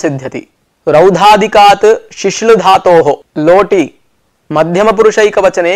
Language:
Sanskrit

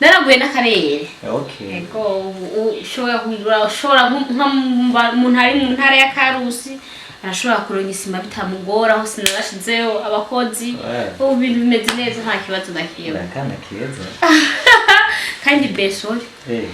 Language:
Rundi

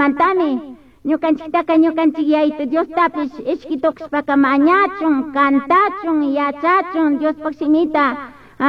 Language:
Chimborazo Highland Quichua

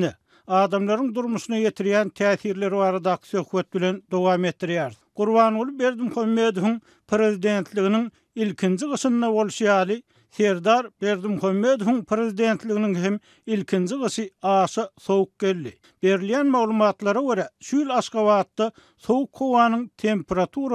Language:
Turkmen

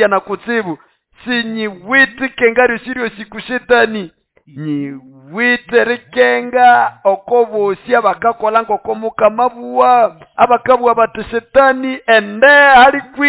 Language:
Nande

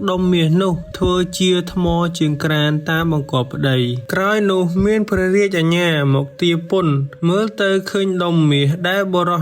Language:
Khmer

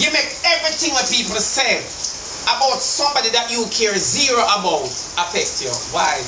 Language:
Jamaican Creole English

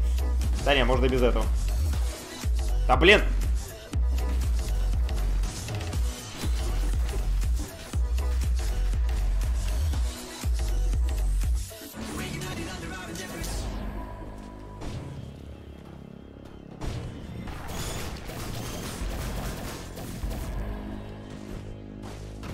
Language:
Russian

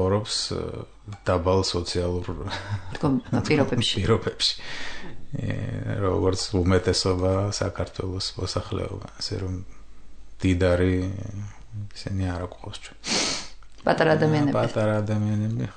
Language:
Georgian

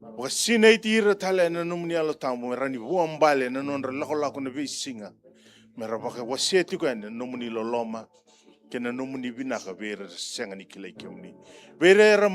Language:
Fijian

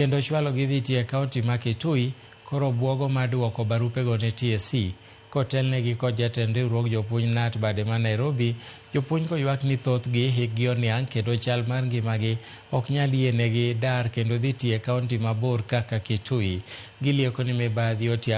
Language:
Luo (Kenya and Tanzania)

